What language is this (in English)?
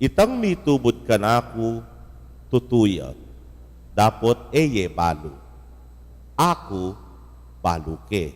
Pampanga